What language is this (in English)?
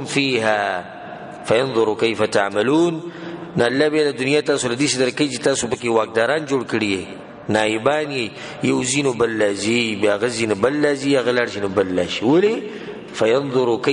Pashto